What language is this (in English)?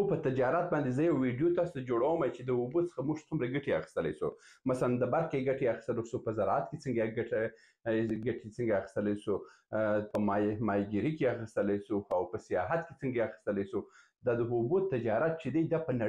Pashto